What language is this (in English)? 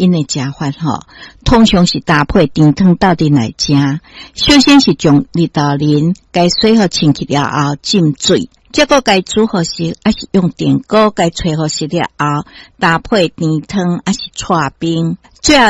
Min Nan Chinese